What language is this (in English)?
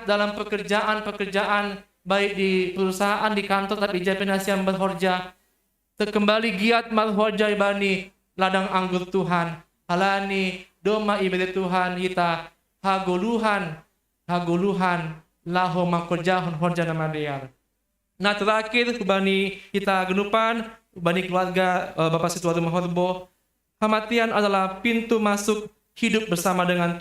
Batak Simalungun